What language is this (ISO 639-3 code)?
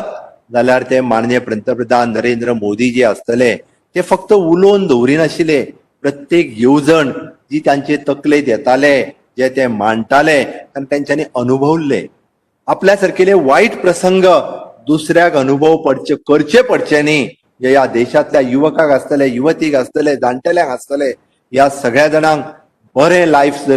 kok